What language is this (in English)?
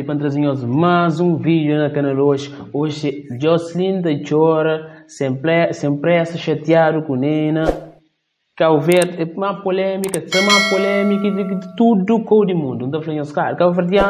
Kabuverdianu